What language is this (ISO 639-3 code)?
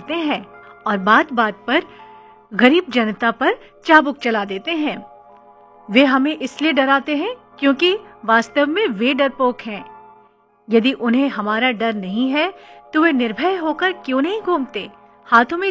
hin